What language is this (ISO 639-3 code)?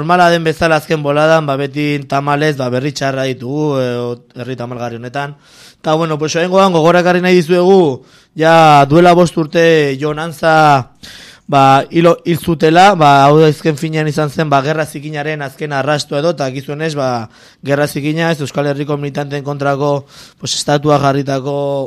eus